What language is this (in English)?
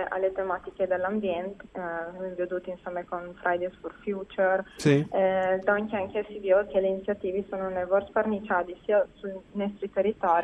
Friulian